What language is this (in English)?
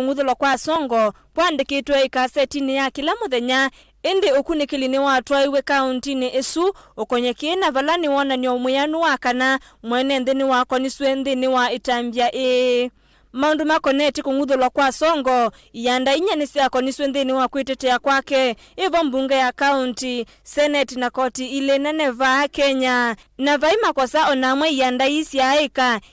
Kamba